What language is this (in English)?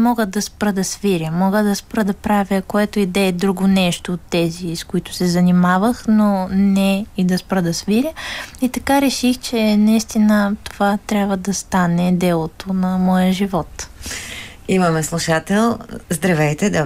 Bulgarian